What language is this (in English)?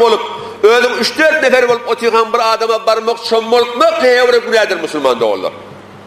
Turkmen